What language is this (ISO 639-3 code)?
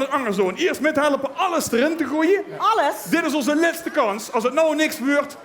lim